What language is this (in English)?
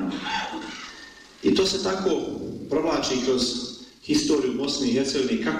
Bosnian